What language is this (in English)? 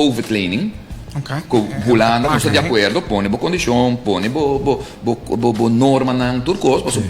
Papiamento